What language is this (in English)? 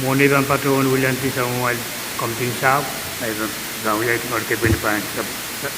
Pohnpeian